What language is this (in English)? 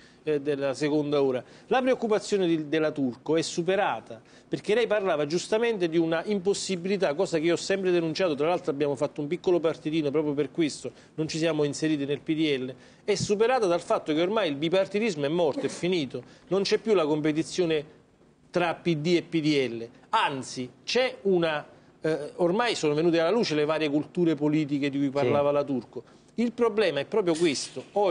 Italian